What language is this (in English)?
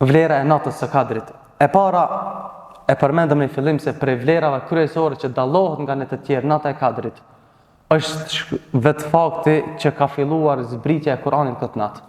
Albanian